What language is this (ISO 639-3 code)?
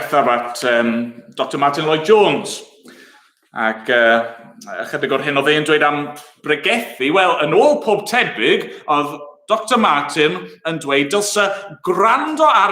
cym